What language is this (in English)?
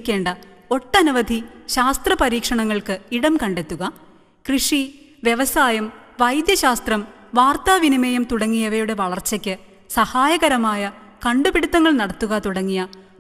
Malayalam